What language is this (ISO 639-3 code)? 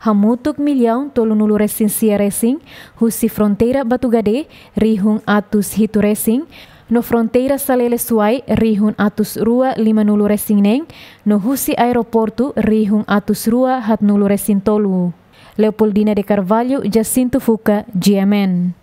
tet